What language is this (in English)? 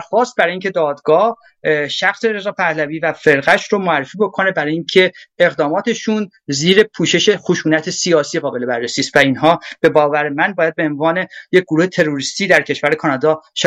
Persian